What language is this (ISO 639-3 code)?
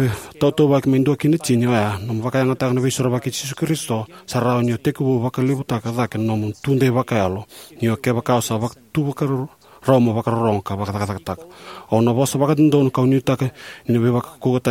fij